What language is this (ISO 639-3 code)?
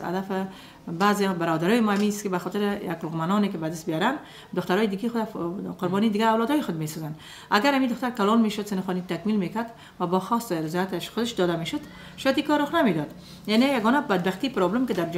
fas